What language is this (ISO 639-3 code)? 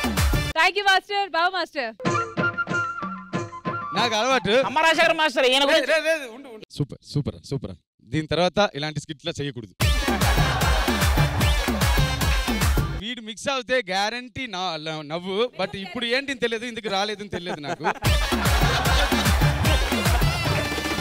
tel